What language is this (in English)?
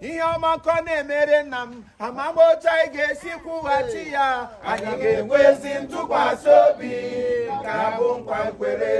Igbo